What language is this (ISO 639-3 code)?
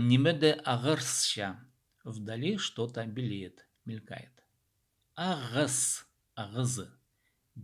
kjh